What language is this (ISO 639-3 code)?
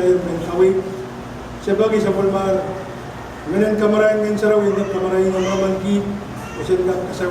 pon